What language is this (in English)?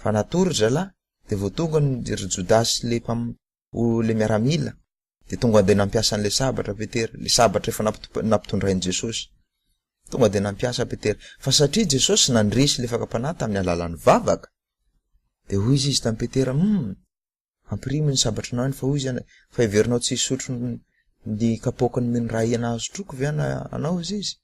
Malagasy